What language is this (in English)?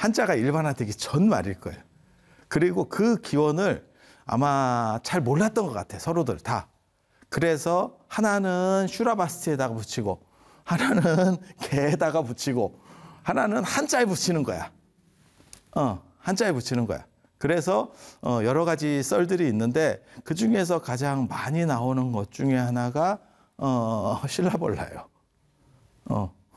Korean